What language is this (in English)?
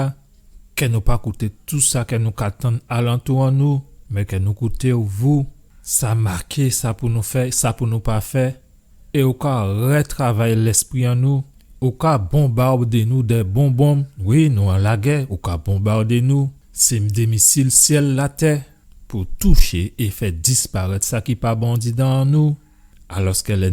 Guadeloupean Creole French